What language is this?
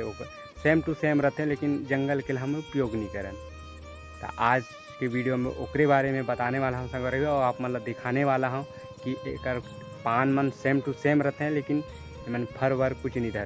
Chhattisgarhi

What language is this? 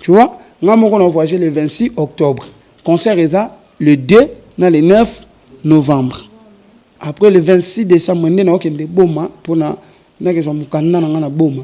Lingala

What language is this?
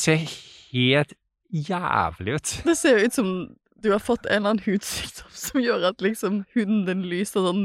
Norwegian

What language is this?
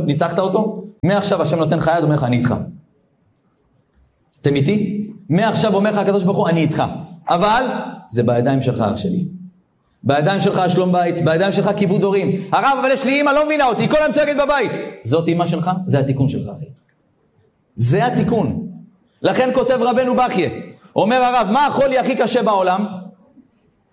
Hebrew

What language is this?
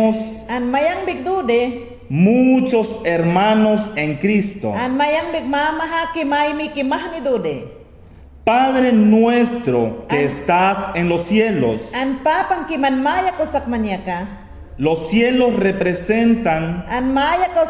Mayangna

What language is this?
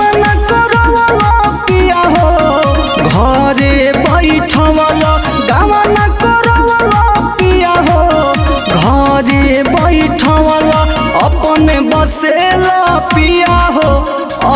Bhojpuri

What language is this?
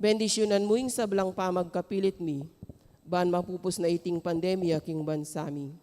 Pampanga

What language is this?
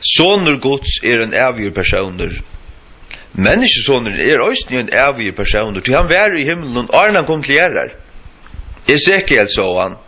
Faroese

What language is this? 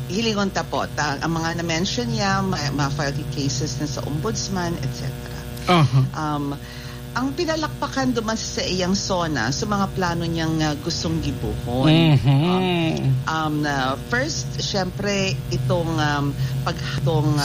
Bikol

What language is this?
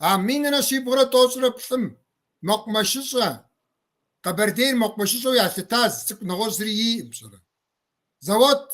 Kabardian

